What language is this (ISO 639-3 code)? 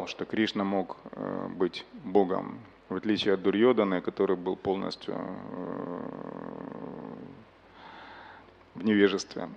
rus